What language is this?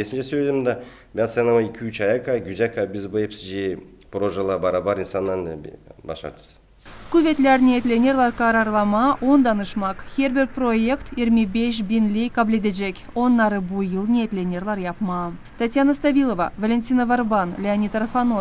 Gagauz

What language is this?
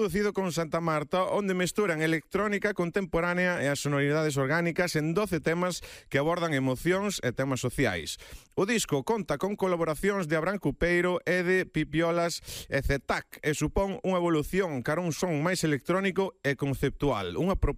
Galician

